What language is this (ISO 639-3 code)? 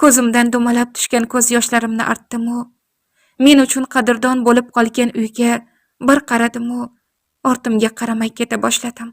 uzb